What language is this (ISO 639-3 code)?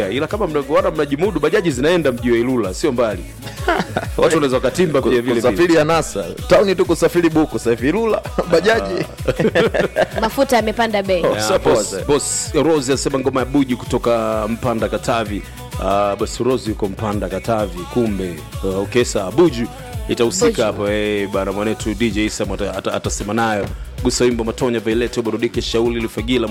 swa